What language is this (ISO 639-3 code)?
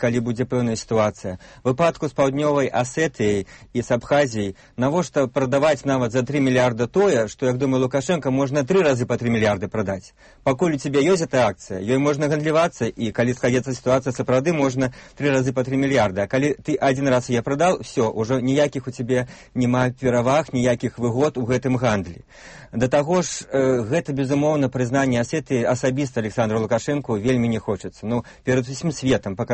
bel